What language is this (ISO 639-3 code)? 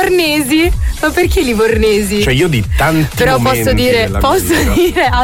ita